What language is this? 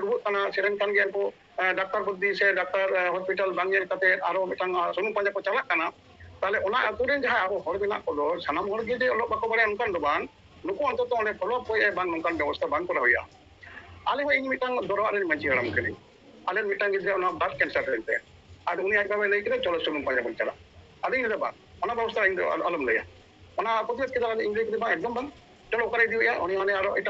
Santali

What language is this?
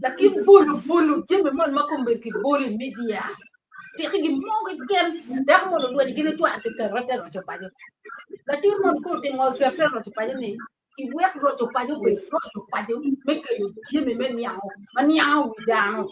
Acoli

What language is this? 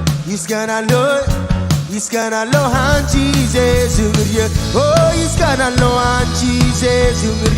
Marshallese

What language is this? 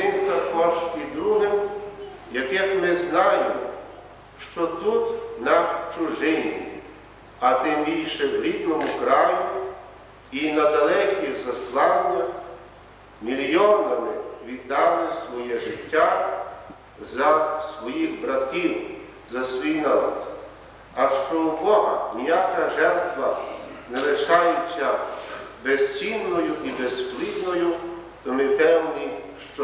Ukrainian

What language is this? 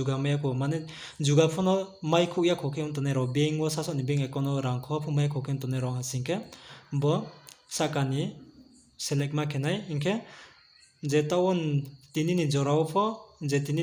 Riang (India)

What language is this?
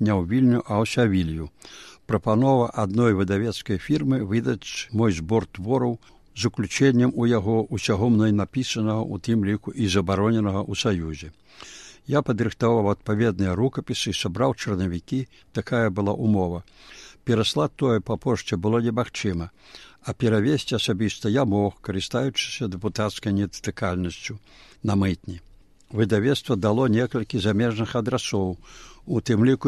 Belarusian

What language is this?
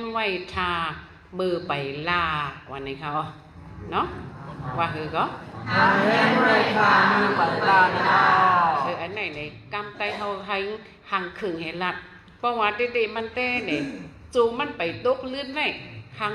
Shan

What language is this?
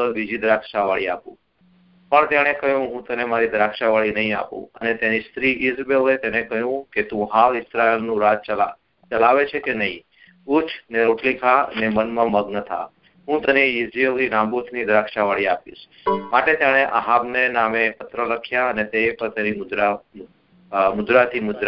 Gujarati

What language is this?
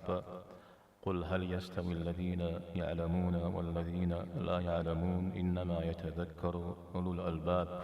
Kabardian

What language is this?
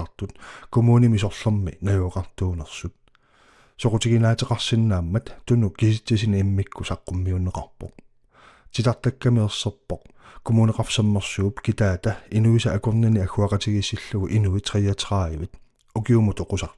Kalaallisut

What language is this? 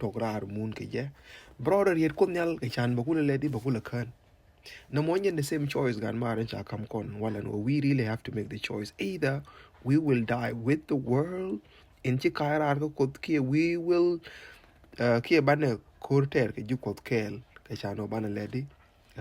Nuer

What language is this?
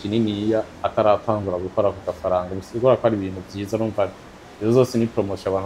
Rundi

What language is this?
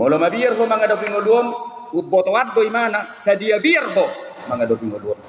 Batak Toba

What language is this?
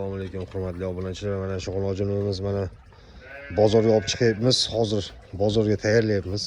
Uzbek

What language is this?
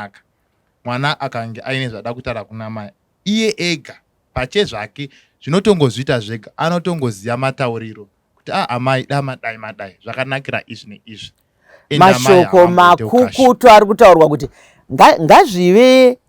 Shona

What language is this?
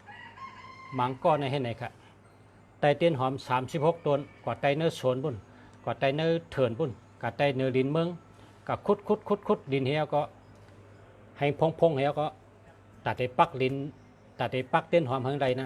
Shan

